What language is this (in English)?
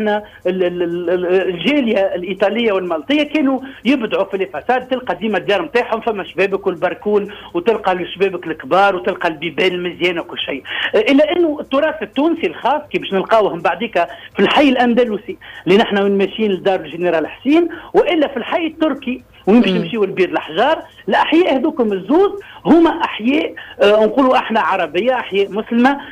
Tunisian Arabic